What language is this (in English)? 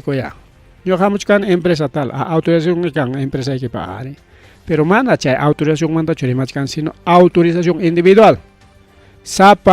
Ayacucho Quechua